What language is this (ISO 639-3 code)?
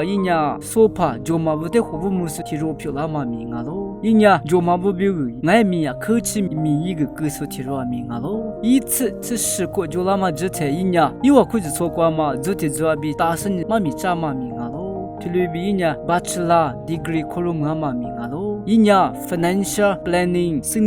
lis